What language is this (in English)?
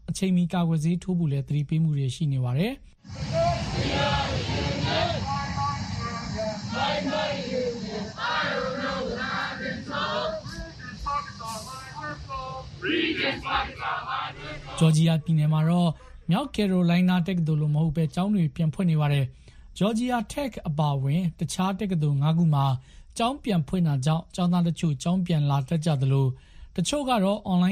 Burmese